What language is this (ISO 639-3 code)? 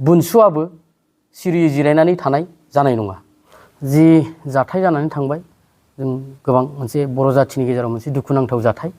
brx